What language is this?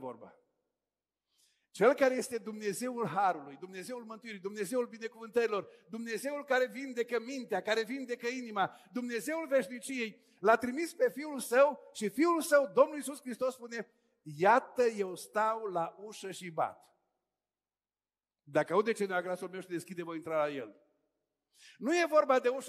Romanian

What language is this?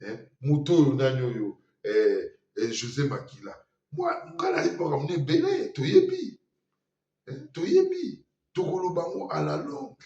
Lingala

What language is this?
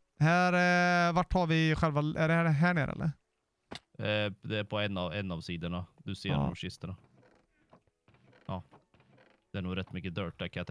Swedish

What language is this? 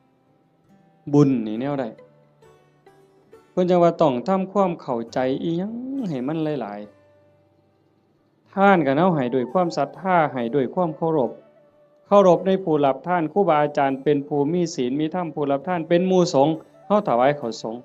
Northeastern Thai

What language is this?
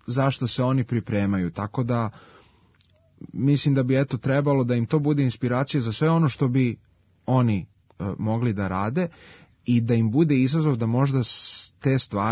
Serbian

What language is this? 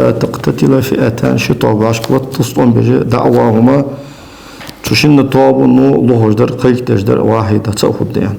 Ingush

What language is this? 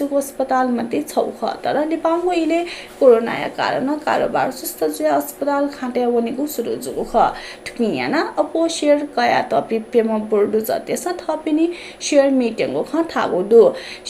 Newari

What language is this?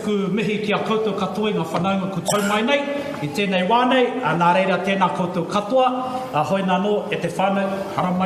Māori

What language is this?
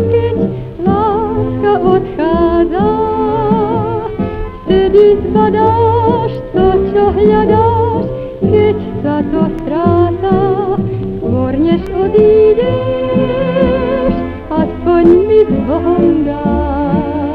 Slovak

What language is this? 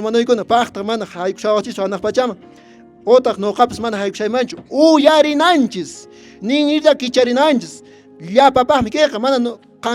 Quechua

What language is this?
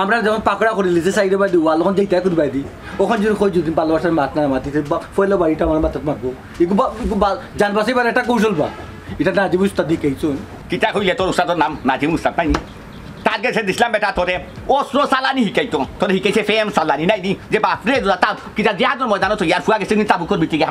Sylheti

